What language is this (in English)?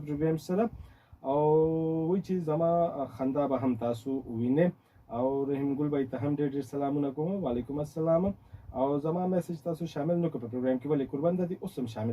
Pashto